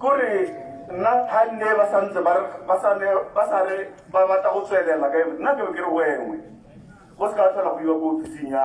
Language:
Tswana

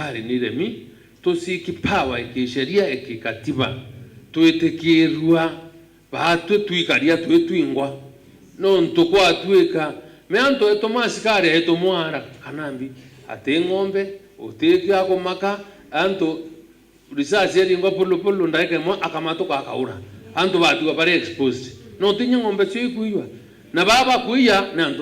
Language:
Meru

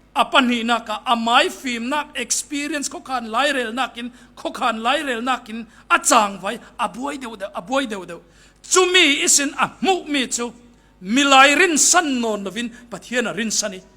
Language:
Falam Chin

